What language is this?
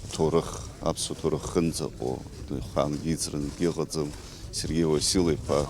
Abkhazian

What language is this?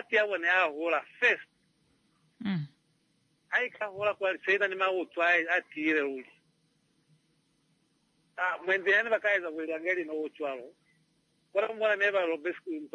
Swahili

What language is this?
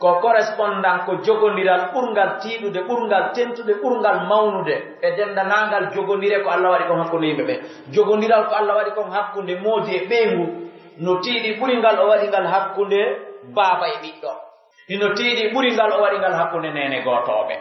Pular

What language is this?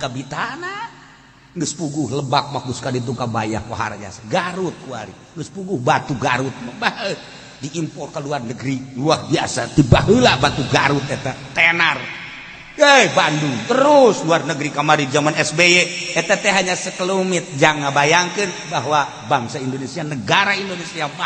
Sundanese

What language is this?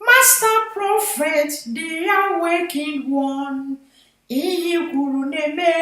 Igbo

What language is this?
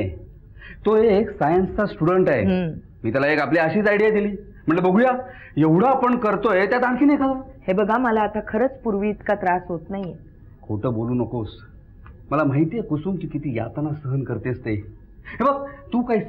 Marathi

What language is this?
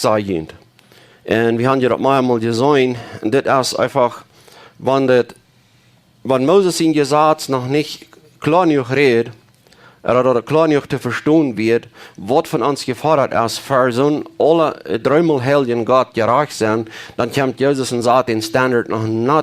Plautdietsch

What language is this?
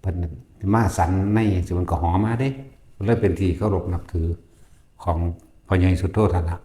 Northeastern Thai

